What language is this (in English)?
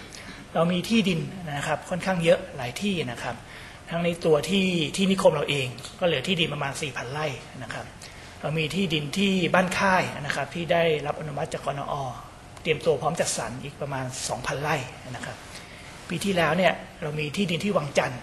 Thai